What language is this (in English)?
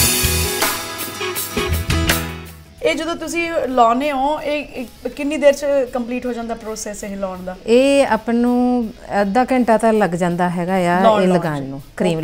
Punjabi